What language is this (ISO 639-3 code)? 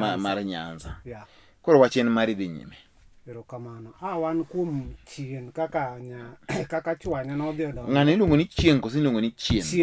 luo